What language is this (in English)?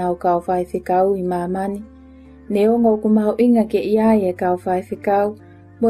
Tongan